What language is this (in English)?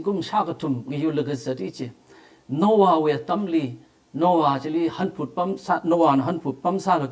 Tangkhul Naga (India)